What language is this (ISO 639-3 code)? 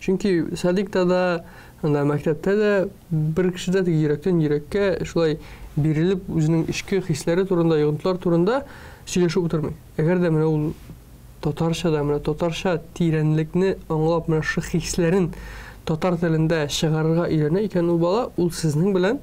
tat